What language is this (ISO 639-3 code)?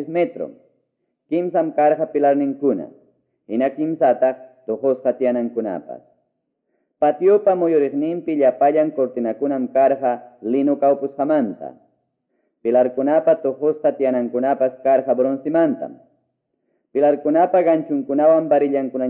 que